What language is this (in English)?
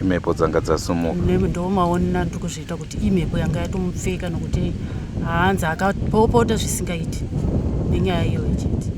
Shona